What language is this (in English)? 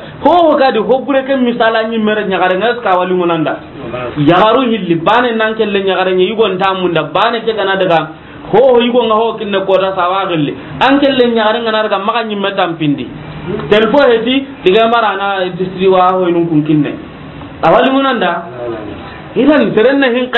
Soninke